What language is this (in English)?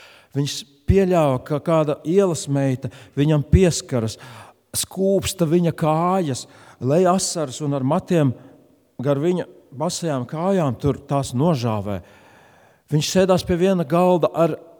Latvian